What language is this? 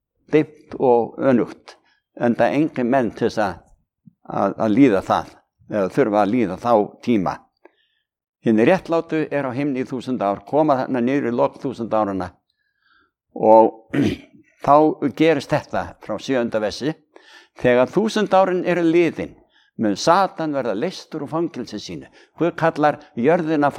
Icelandic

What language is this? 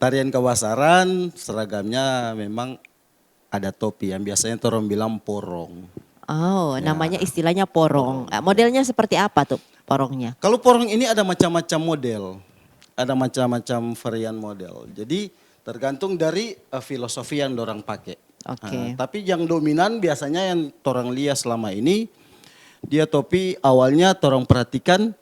Manado Malay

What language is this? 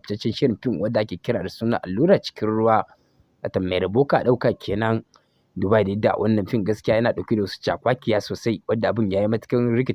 Hausa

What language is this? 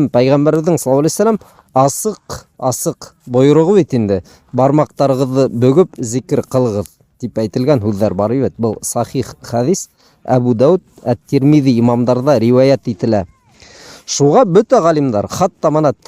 Bashkir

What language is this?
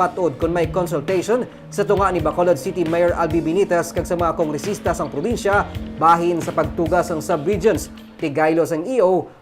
Hiligaynon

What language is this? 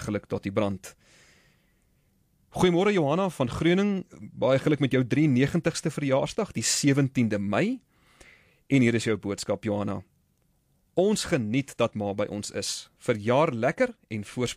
Afrikaans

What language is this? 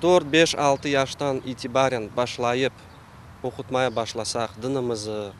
Crimean Tatar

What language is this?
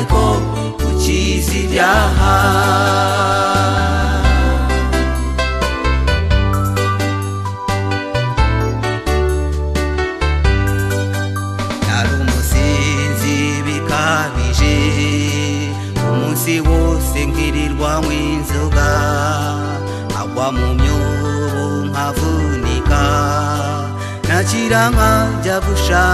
Kinyarwanda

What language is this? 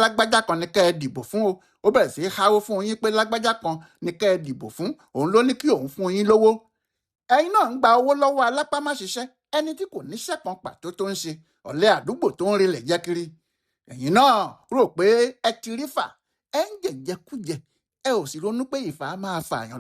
Yoruba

